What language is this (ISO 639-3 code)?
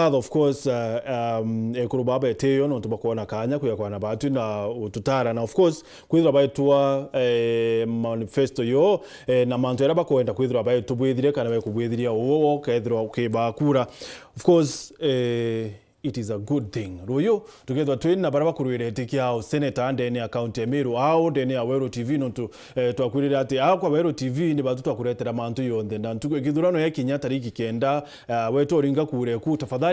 mer